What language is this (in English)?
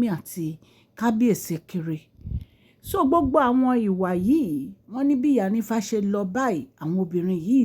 Yoruba